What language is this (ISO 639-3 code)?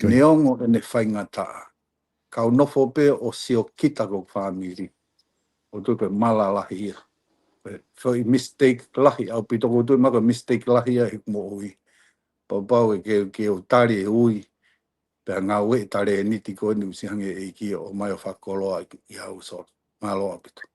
ton